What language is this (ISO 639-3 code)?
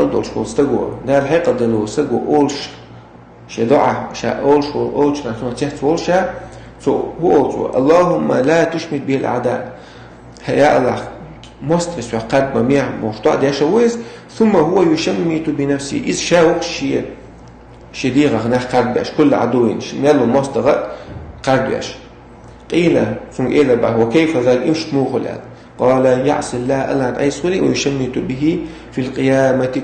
che